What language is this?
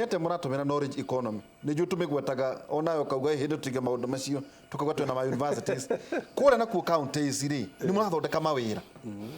Kikuyu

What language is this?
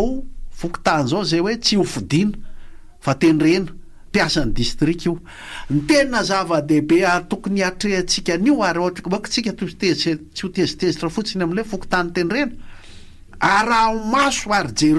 Malagasy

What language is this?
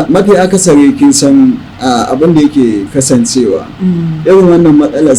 Hausa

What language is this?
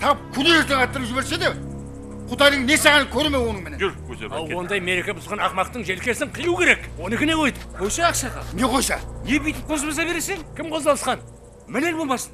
Kara-Kalpak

